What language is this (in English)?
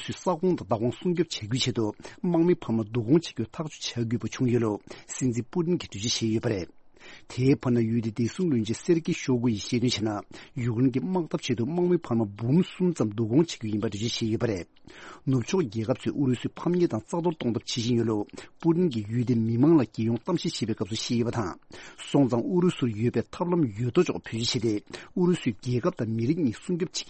Tibetan